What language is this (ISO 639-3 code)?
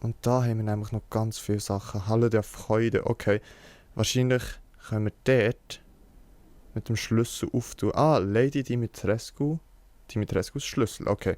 gsw